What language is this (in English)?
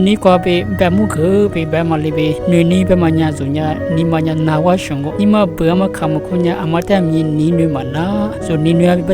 Lisu